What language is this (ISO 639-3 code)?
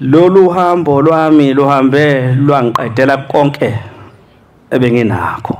zul